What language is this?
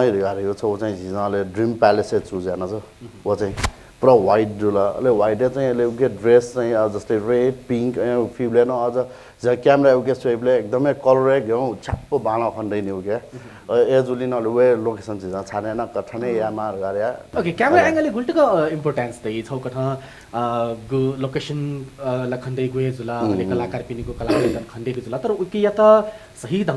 Newari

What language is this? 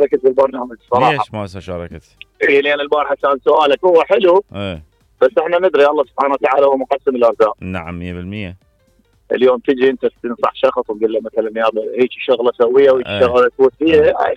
Mesopotamian Arabic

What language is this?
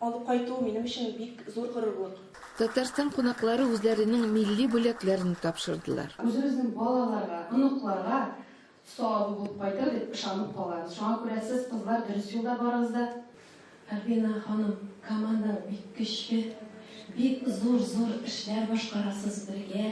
Tatar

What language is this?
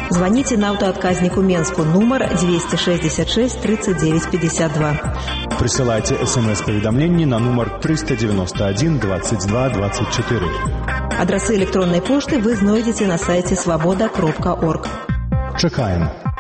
Belarusian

